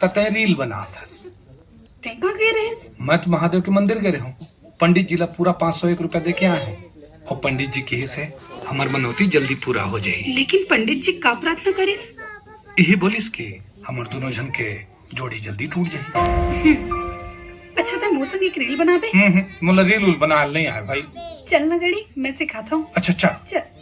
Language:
Chhattisgarhi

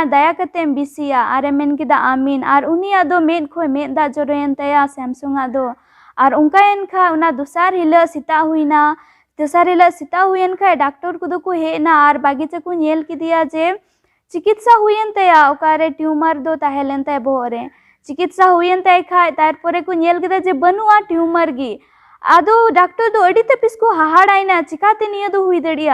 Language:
Santali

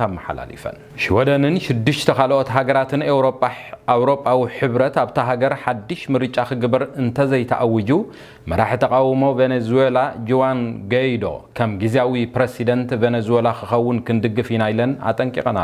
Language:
Tigrinya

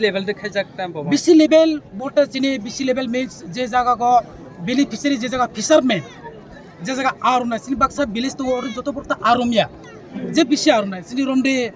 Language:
Kok Borok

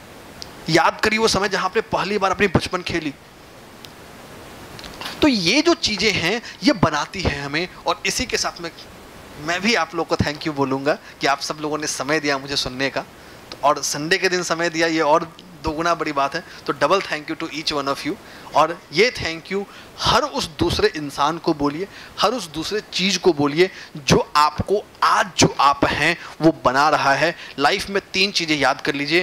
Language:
Hindi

